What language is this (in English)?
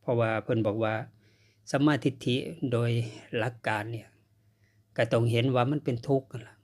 Northeastern Thai